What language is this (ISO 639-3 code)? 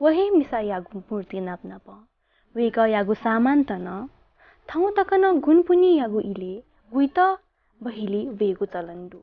new